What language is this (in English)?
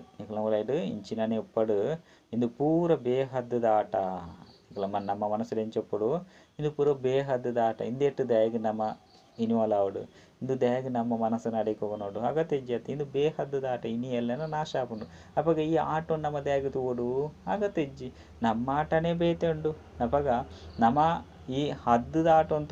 Tulu